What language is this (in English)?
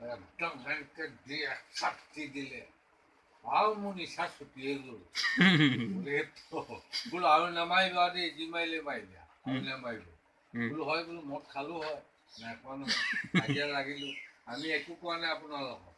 Assamese